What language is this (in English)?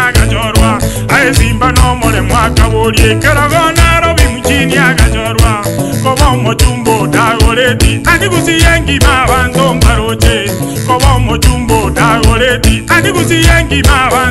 Gusii